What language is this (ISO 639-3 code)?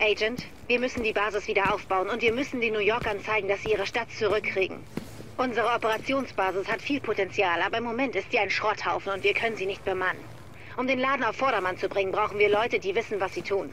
gsw